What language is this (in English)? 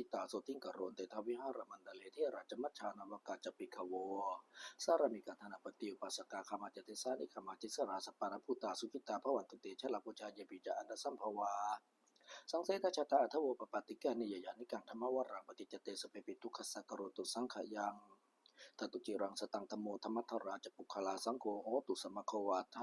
Pali